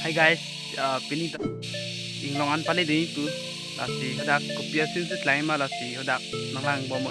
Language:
Karbi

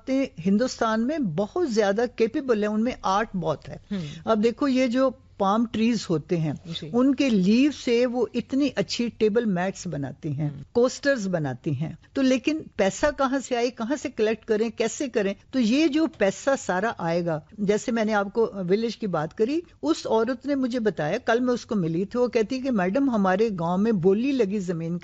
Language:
Urdu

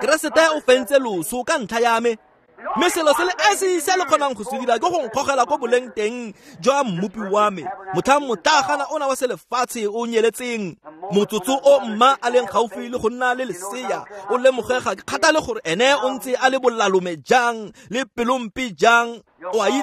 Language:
Tswana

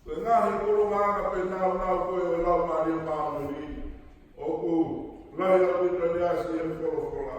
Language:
Tongan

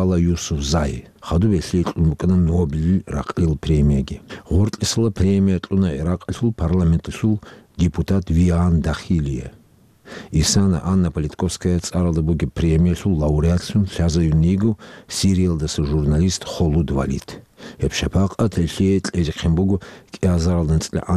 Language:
Avaric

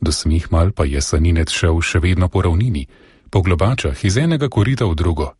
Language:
Slovenian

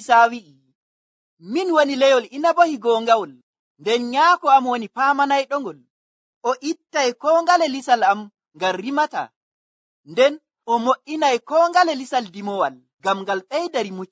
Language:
Nigerian Fulfulde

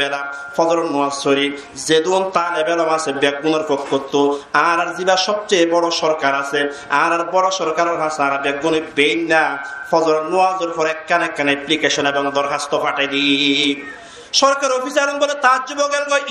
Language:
Rohingya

